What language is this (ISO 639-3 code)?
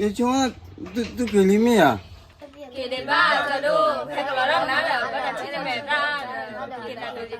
ksw